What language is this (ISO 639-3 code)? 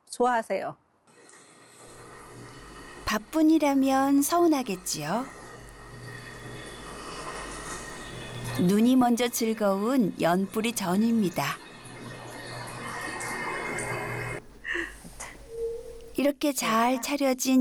kor